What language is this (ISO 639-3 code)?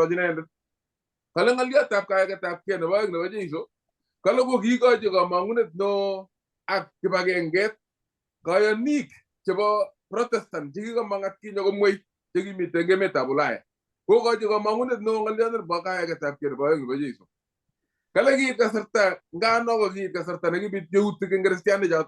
kln